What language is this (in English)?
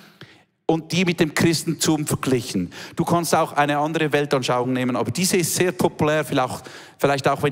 Swiss German